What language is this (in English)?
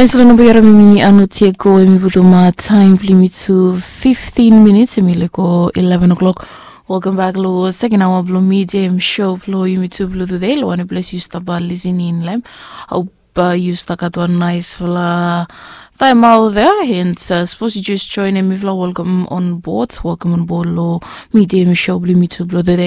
Bislama